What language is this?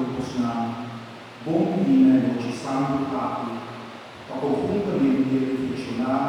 Papiamento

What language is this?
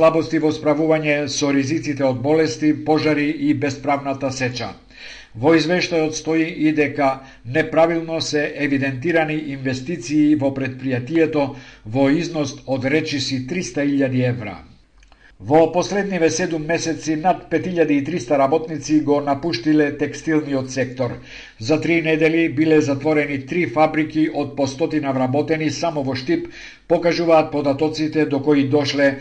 Macedonian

